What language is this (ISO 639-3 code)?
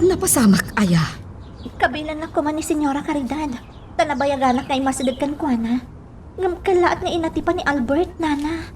ilo